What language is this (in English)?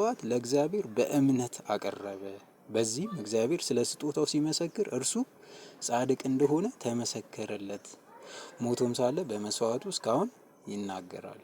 Amharic